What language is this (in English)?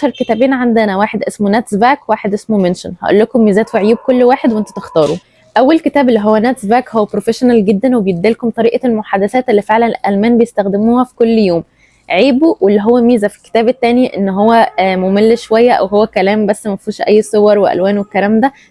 Egyptian Arabic